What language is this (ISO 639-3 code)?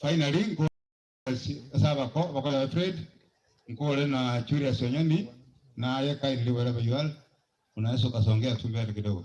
guz